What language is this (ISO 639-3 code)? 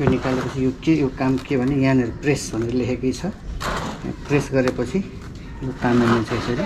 nep